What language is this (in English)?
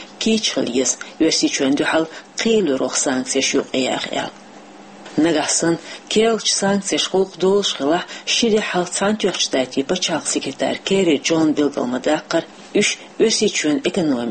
Chechen